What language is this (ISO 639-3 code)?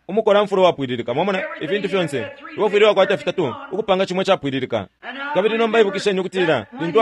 bem